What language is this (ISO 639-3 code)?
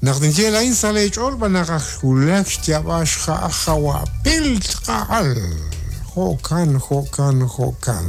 kek